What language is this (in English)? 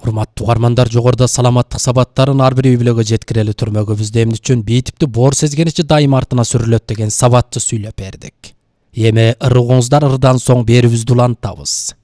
Kyrgyz